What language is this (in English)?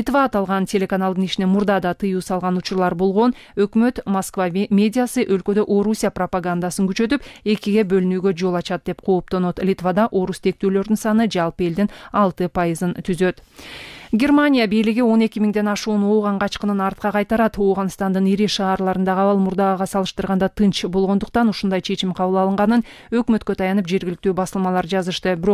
Kyrgyz